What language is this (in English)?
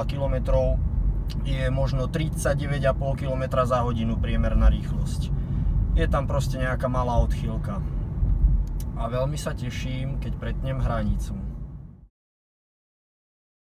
Slovak